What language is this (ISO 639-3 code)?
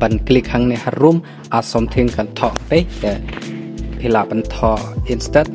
kha